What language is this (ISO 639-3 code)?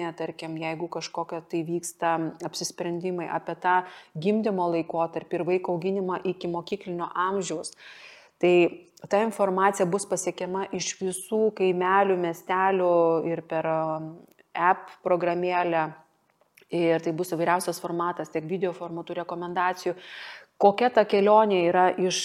lit